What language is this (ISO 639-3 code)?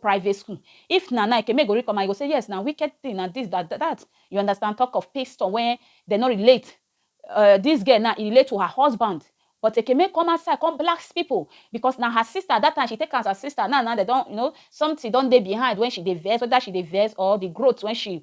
pcm